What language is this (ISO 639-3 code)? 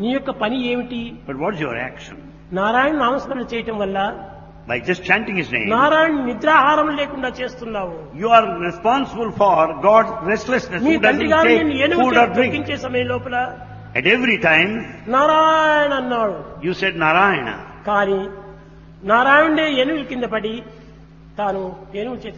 tel